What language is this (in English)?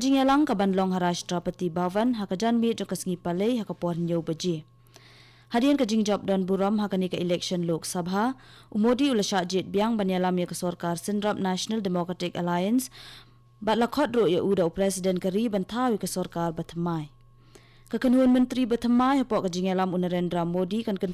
Khasi